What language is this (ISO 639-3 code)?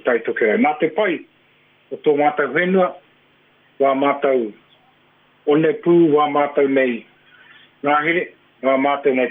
mri